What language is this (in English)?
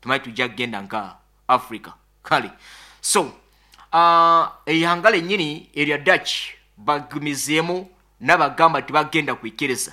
Nyoro